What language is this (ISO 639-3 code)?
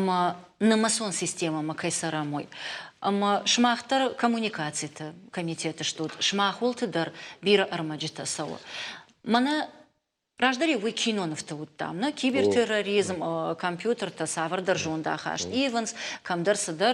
oss